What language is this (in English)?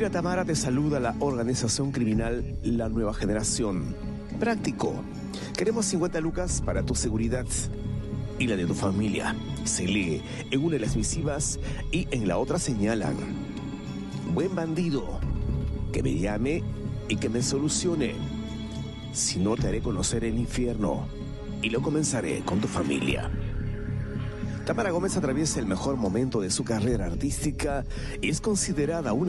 Spanish